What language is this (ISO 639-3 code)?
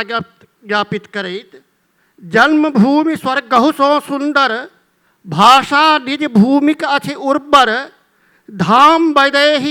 mai